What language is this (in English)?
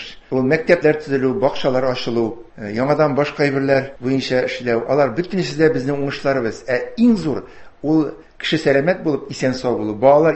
Tatar